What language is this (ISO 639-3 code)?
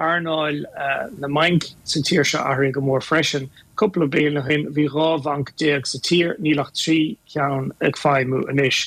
gle